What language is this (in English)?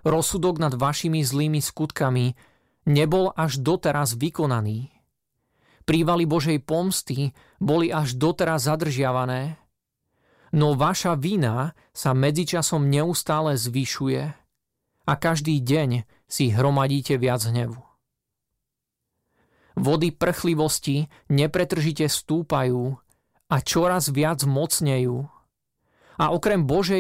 Slovak